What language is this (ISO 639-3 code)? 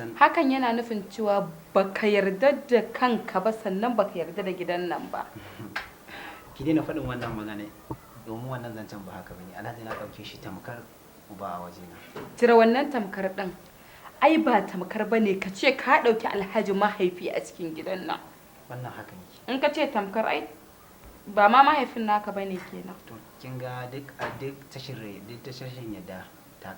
hau